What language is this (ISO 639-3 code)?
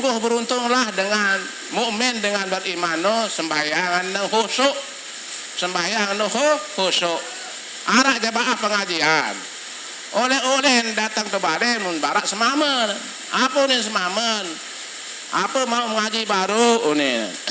sas